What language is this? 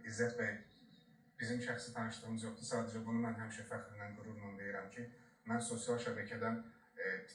Azerbaijani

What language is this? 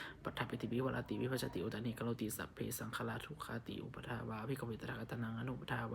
Pali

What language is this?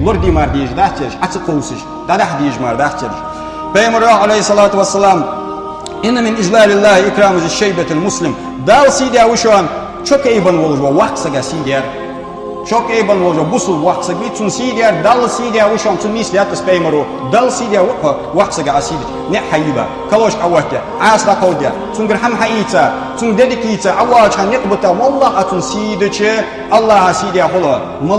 Ingush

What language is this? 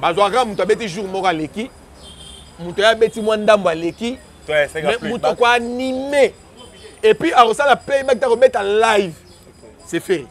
Lingala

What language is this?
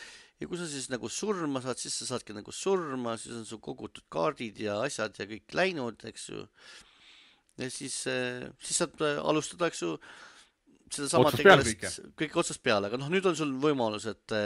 Estonian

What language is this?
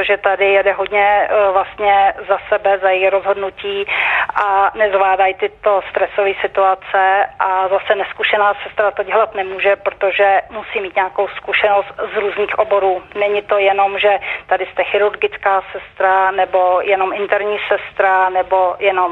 Czech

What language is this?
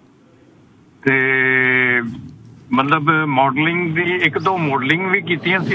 Punjabi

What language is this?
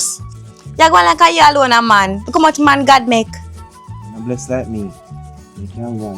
Jamaican Creole English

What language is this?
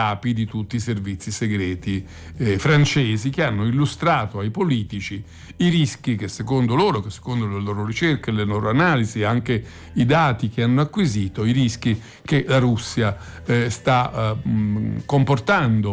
Italian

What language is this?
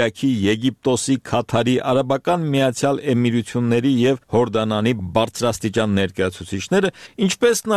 Armenian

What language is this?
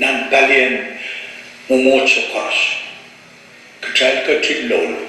Pohnpeian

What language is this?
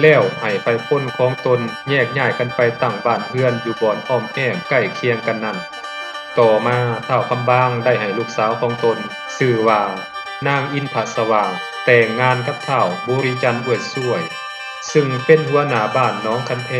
Lao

